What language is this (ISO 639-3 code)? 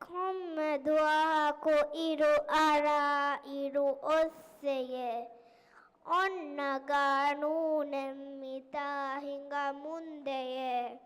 div